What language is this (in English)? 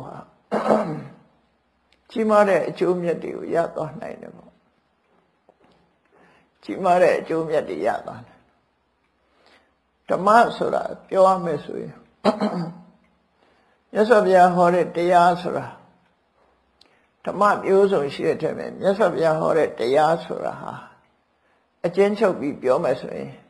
Burmese